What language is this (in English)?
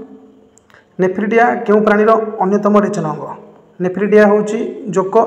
Odia